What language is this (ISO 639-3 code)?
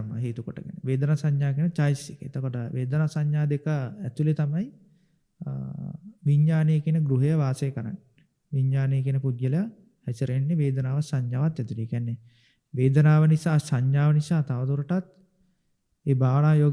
sin